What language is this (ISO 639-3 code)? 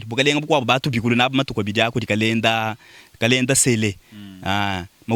lua